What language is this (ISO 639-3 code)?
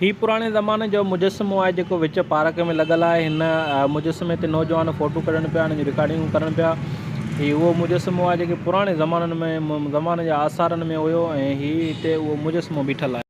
snd